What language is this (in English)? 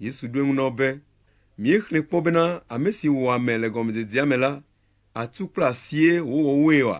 Ewe